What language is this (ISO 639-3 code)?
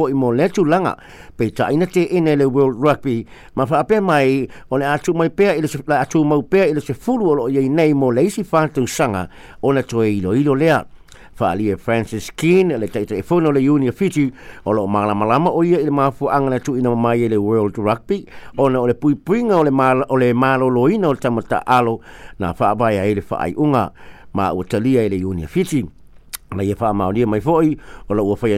smo